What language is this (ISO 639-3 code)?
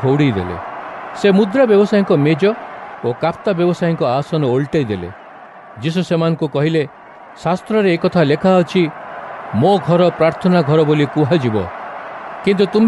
ori